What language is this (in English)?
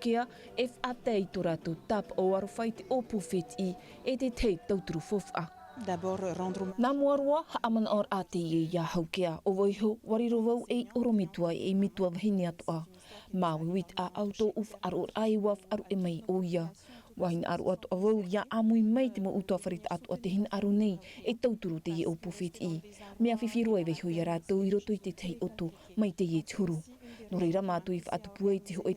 Tahitian